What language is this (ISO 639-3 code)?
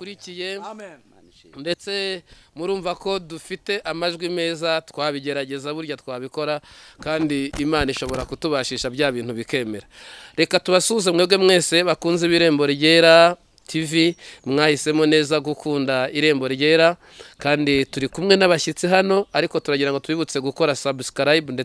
kin